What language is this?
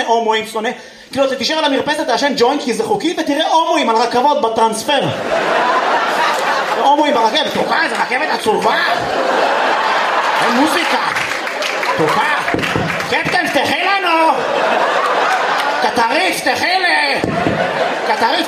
Hebrew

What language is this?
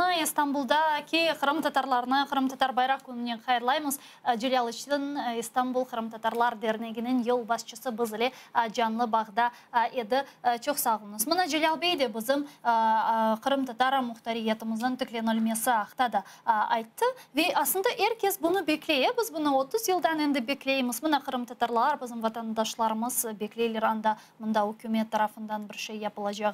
Crimean Tatar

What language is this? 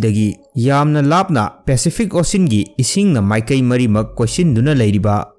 Manipuri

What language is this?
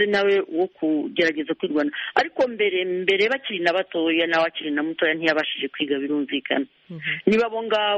Kinyarwanda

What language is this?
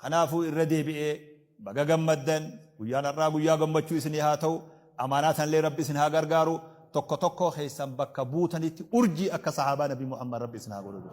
Oromo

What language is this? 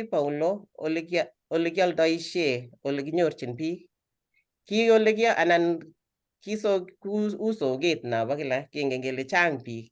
Kalenjin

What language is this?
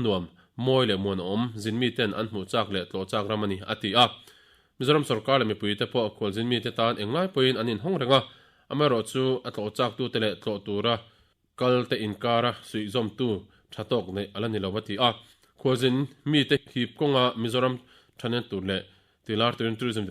Mizo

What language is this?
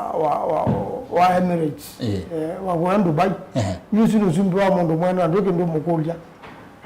Kamba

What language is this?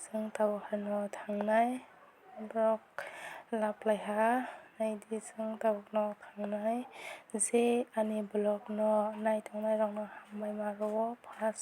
Kok Borok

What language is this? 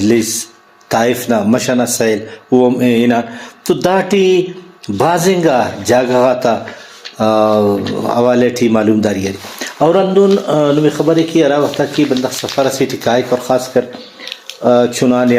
Brahui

